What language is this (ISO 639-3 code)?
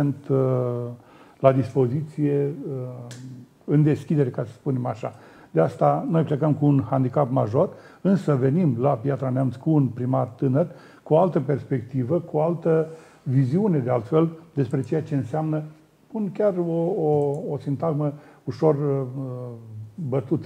ron